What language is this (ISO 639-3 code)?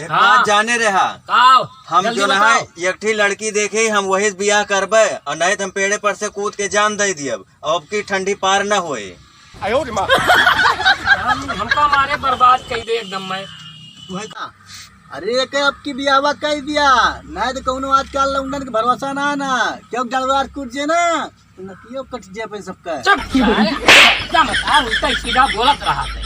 awa